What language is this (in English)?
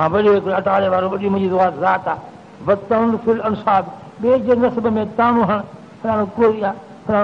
Sindhi